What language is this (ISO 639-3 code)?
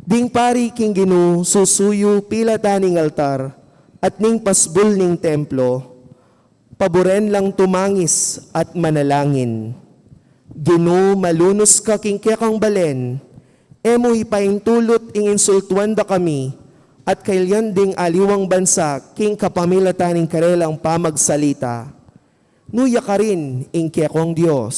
pam